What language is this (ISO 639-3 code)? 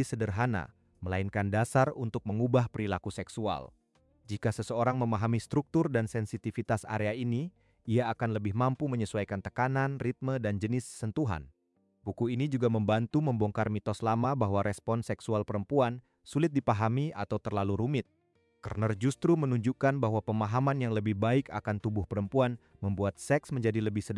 ind